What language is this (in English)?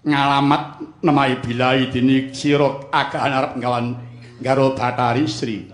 Javanese